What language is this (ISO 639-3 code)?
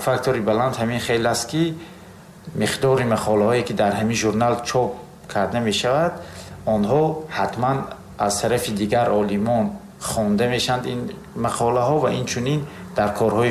tgk